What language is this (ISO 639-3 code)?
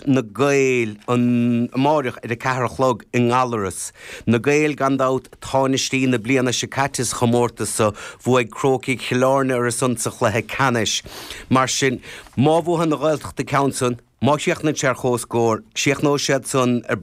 gle